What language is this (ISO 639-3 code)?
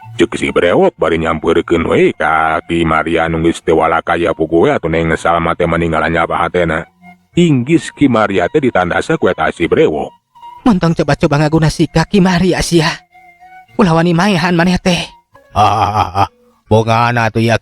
sun